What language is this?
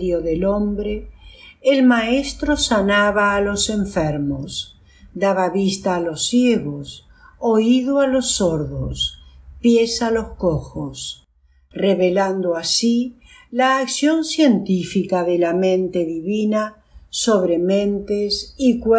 Spanish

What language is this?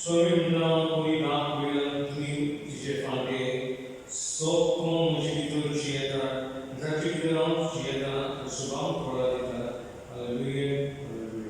Konkani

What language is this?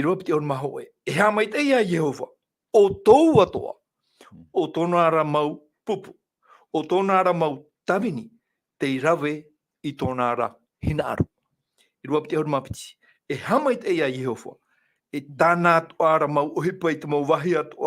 Tahitian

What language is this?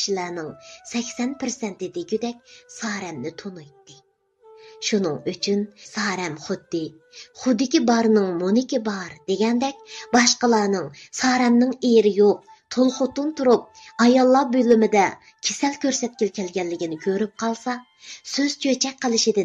Uyghur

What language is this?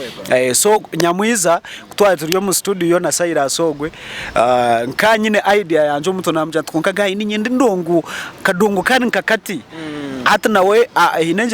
Nyankole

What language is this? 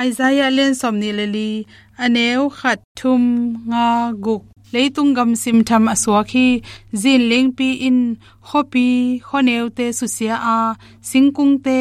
Tedim Chin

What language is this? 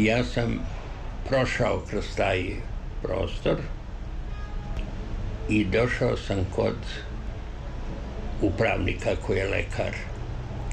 Serbian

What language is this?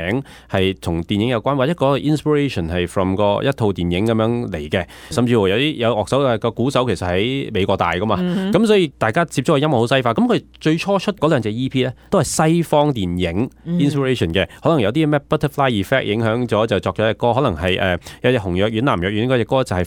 Cantonese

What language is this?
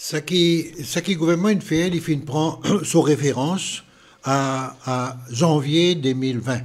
Morisyen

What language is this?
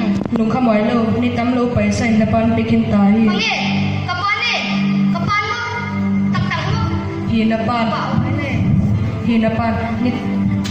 Paite Chin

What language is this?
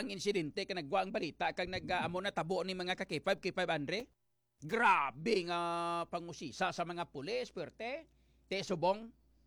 Hiligaynon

